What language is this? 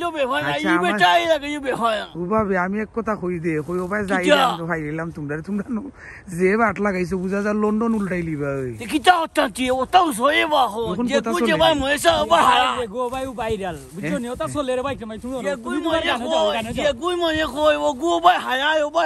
Sylheti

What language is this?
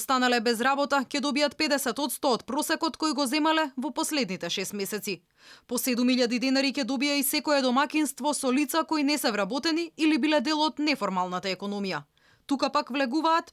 Macedonian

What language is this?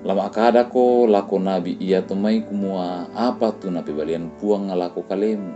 Toraja-Sa'dan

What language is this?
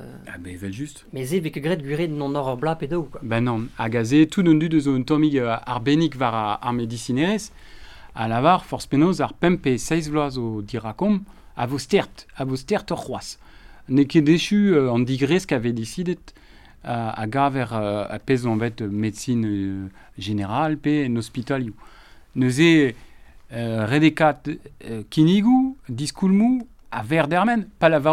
Breton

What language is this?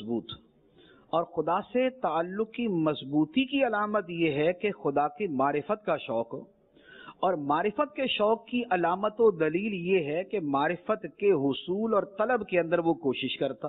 Urdu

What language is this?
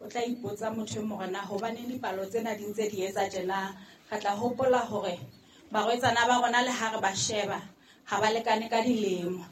Southern Sotho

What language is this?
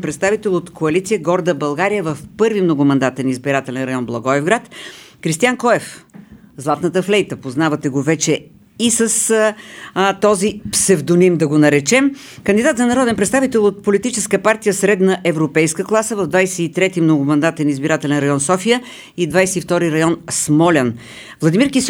Bulgarian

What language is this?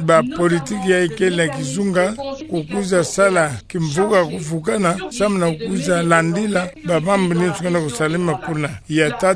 Kituba (Democratic Republic of Congo)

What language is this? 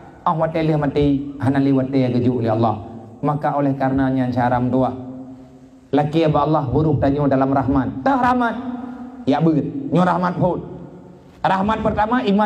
Achinese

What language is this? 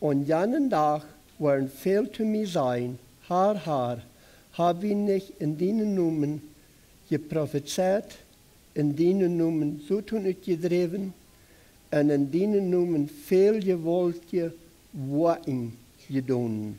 Plautdietsch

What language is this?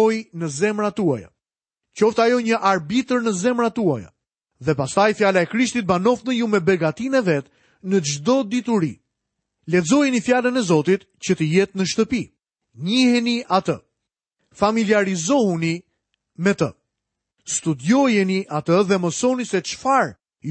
Albanian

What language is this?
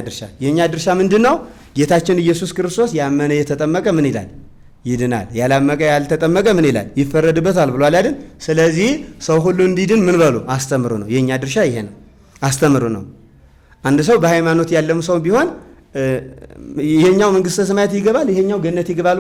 Amharic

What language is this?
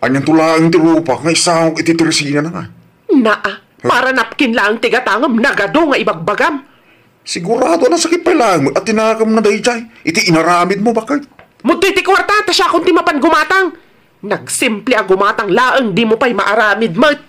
Iloko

